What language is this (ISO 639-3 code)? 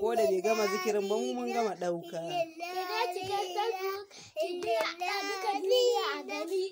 hau